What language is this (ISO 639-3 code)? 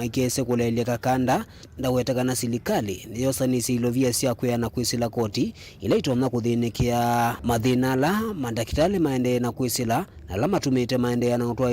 kam